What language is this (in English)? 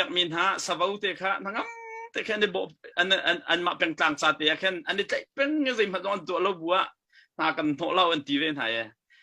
Hakha Chin